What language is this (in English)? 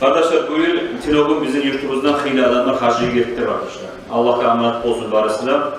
Kumyk